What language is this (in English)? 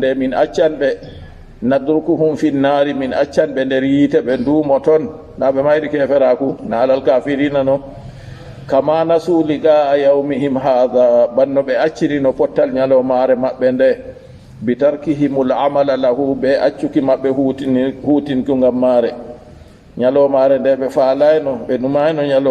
Fula